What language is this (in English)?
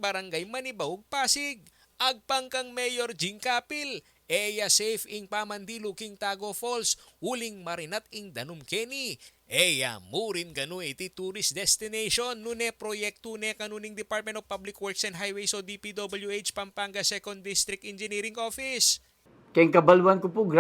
Pampanga